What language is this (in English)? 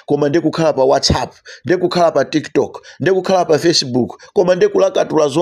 Nyanja